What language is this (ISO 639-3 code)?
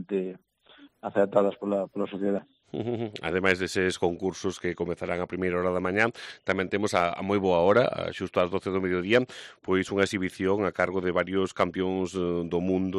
glg